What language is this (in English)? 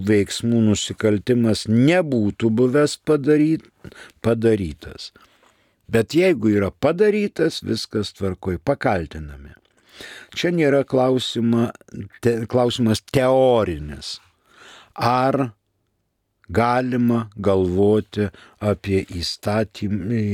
Lithuanian